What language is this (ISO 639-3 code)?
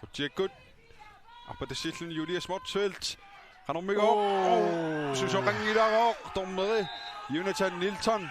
kal